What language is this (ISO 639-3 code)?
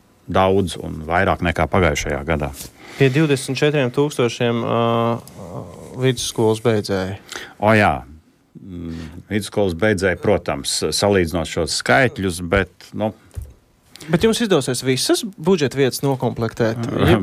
lav